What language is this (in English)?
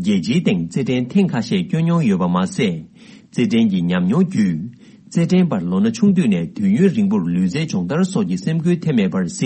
Tibetan